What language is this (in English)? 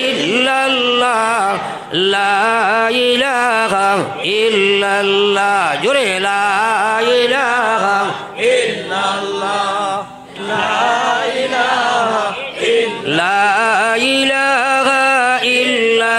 Sylheti